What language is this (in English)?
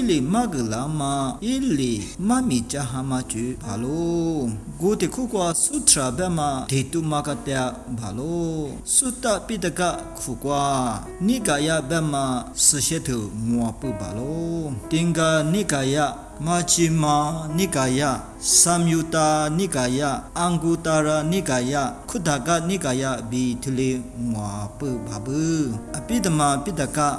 Lisu